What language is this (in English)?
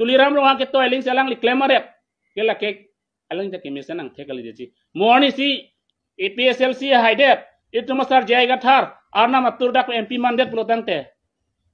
Karbi